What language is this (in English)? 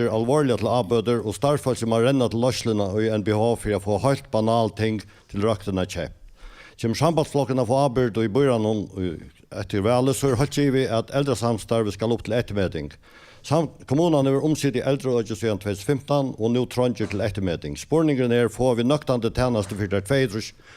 Faroese